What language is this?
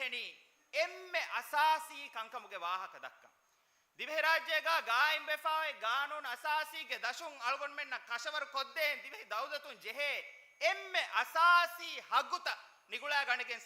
Divehi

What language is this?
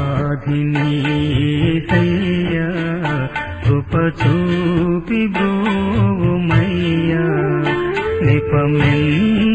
Telugu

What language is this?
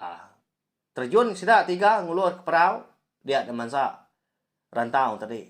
Iban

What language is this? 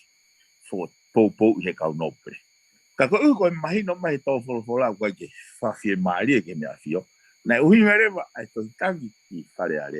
Tongan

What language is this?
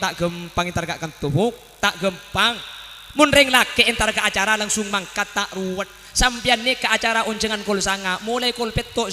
Madurese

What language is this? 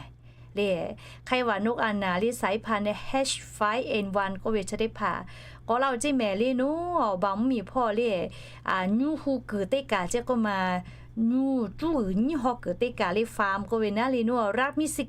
Lahu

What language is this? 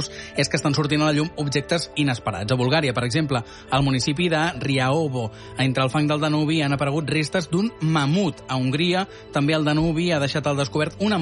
Catalan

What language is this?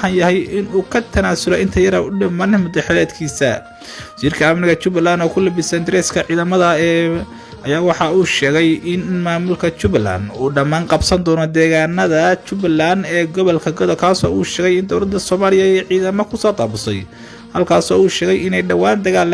Somali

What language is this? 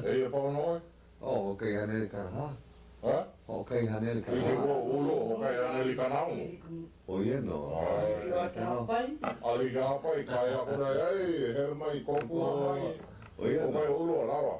Hawaiian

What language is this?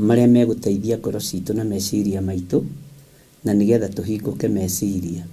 Kikuyu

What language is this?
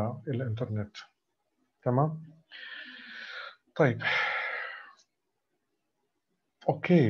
Arabic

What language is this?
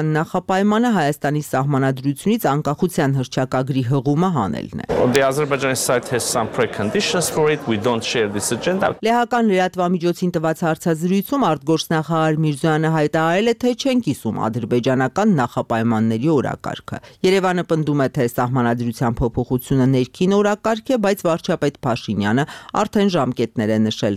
Armenian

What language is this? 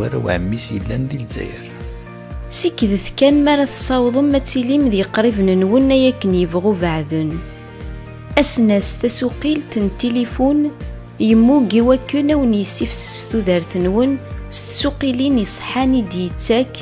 Kabyle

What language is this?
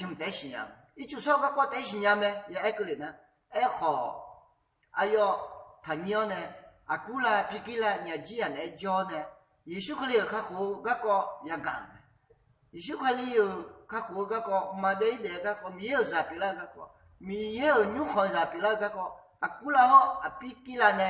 Akha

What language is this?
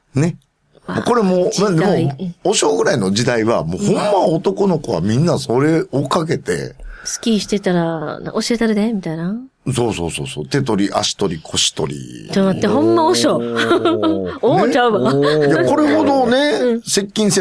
Japanese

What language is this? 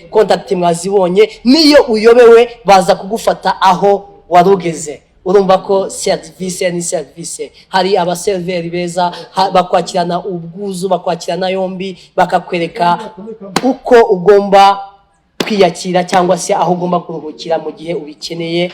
Kinyarwanda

